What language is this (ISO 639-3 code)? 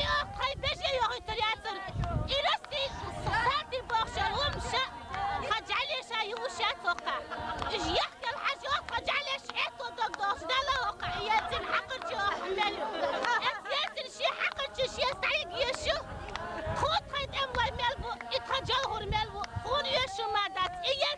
che